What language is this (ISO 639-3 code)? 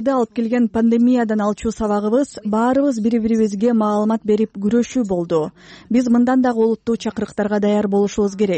kir